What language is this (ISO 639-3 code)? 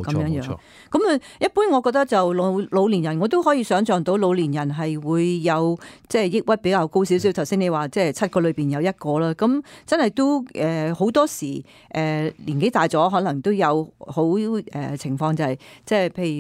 yue